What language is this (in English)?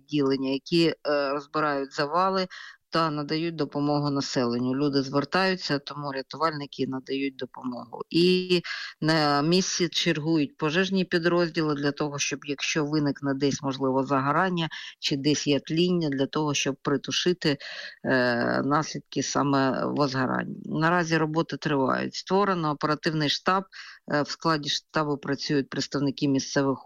Ukrainian